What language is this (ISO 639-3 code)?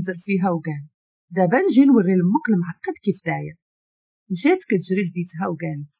ary